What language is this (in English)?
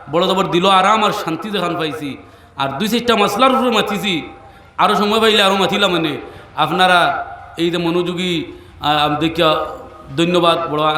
Sylheti